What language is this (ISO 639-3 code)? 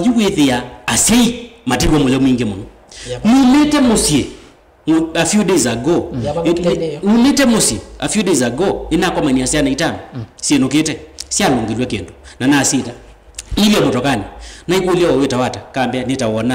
kam